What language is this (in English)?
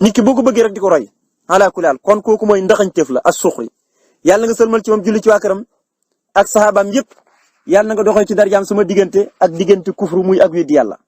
Wolof